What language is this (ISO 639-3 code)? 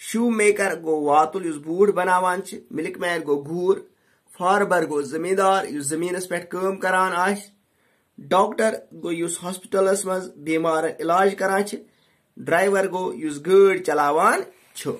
kas